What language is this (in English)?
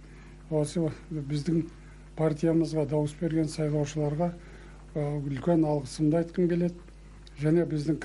Kazakh